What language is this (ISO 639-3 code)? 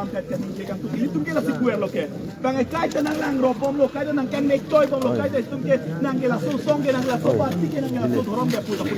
mjw